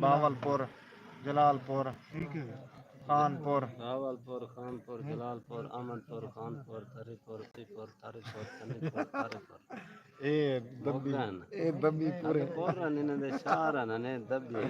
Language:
Saraiki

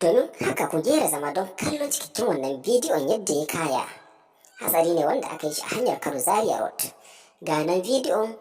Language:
Hausa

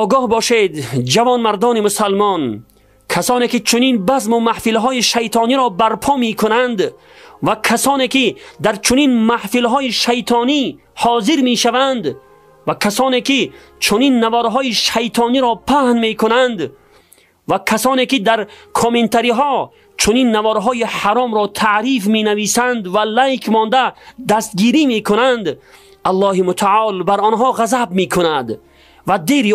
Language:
Tajik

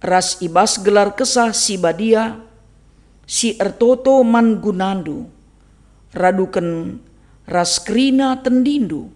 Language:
Batak Karo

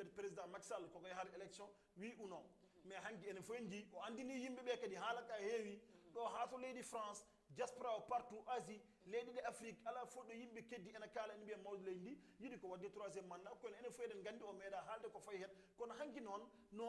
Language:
Fula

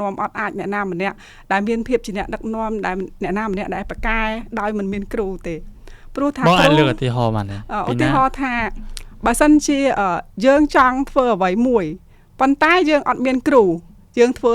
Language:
Khmer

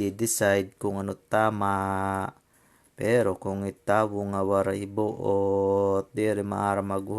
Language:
Waray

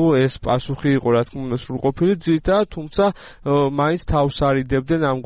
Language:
Georgian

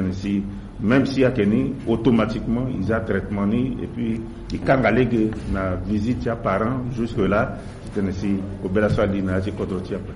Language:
Sango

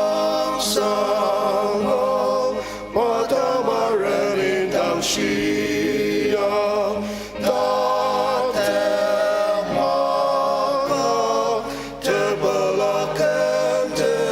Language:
Ao Naga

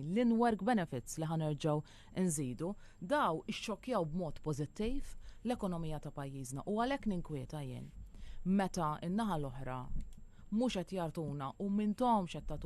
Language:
Maltese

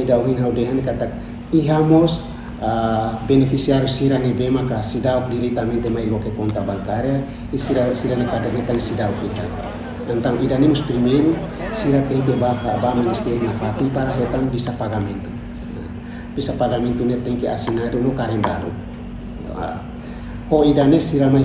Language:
Tetum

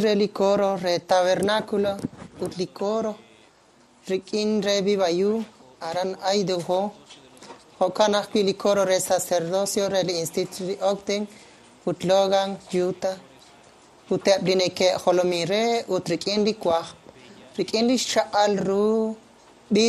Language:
Kekchí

